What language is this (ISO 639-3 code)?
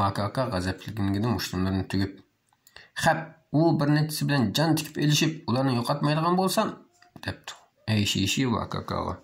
uig